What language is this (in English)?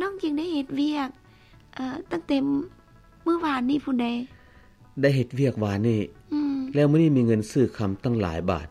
Lao